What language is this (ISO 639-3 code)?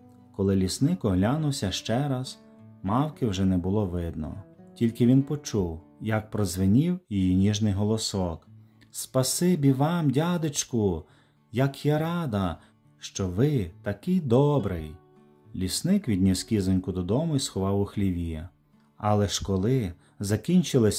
ukr